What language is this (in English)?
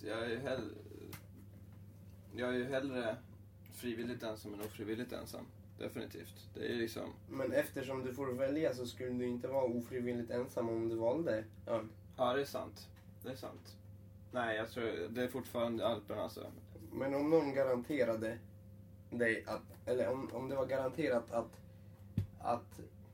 Swedish